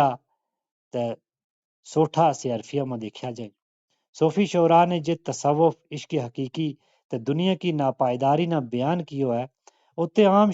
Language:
Gujari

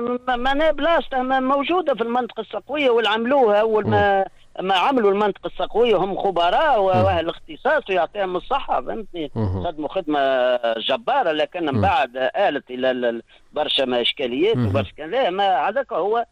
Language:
Tunisian Arabic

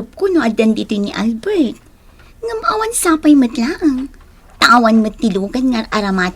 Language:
Iloko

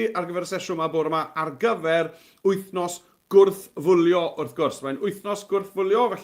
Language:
Welsh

